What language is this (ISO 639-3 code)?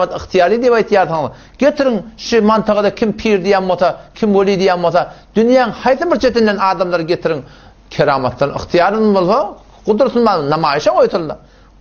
tuk